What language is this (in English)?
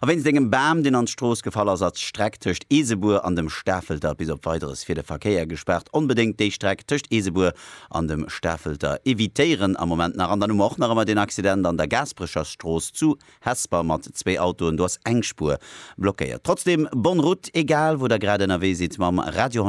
Luxembourgish